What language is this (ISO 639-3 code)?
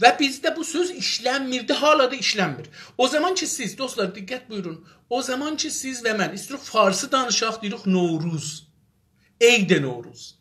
azb